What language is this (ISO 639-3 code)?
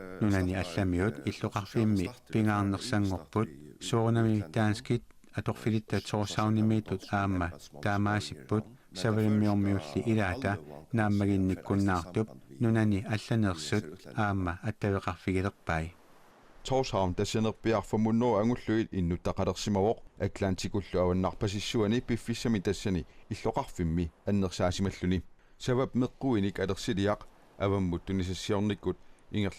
kal